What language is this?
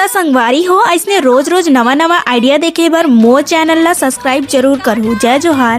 Chhattisgarhi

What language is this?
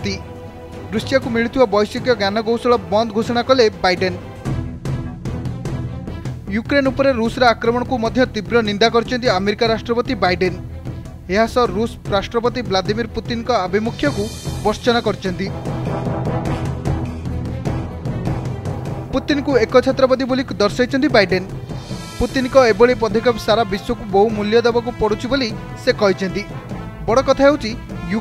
Odia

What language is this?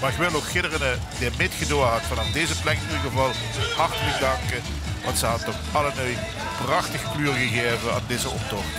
Limburgish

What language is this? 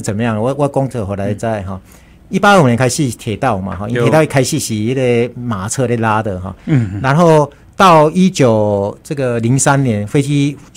Chinese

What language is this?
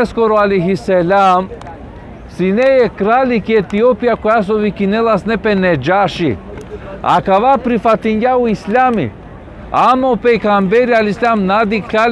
Balkan Romani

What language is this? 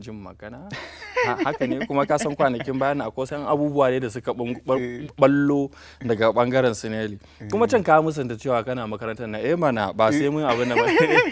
Hausa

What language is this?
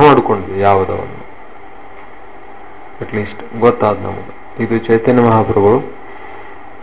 Kannada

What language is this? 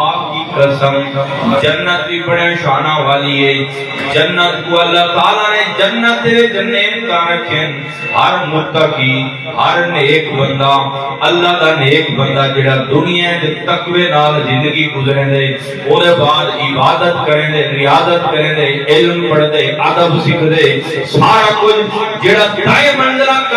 Saraiki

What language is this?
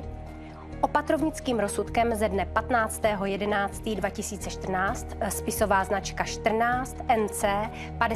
Czech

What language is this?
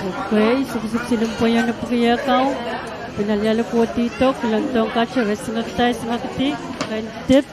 Pohnpeian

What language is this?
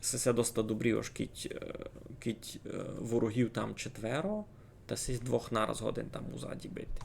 Rusyn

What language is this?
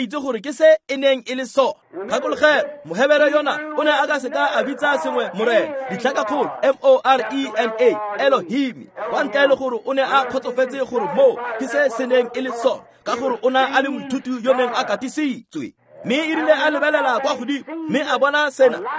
Tswana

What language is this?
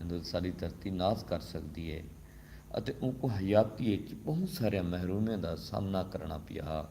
Saraiki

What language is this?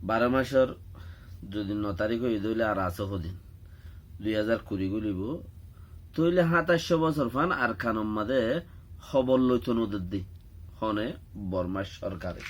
Rohingya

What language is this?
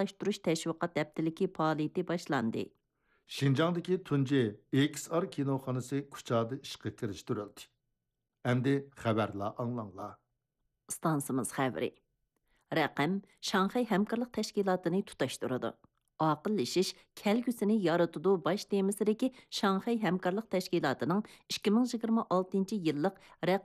Uyghur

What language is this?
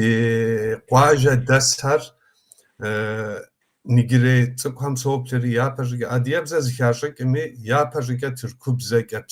Kabardian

